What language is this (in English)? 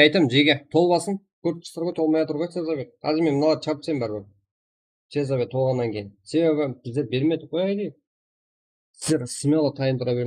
Kara-Kalpak